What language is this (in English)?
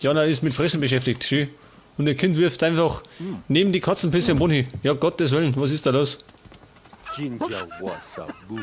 Bavarian